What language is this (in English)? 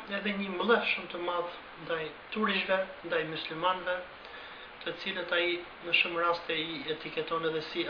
Albanian